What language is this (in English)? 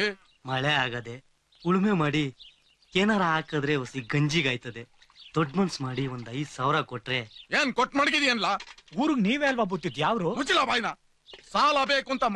Kannada